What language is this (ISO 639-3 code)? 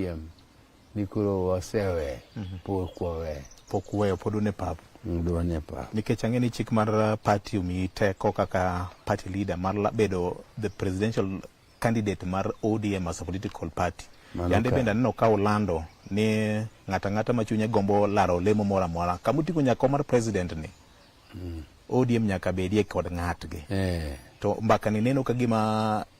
luo